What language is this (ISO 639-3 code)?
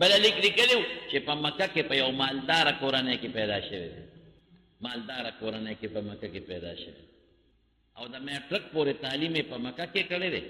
pus